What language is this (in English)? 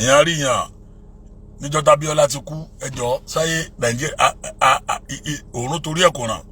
Yoruba